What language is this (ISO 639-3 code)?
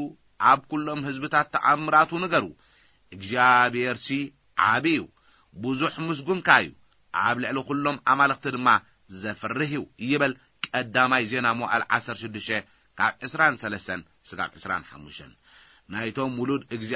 tir